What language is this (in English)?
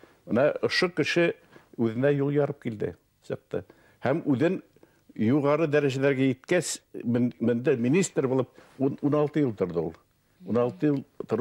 Bashkir